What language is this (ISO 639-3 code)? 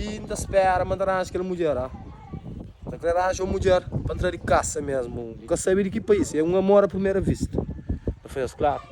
kea